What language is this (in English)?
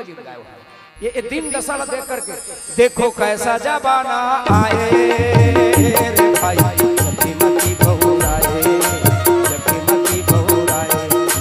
Chhattisgarhi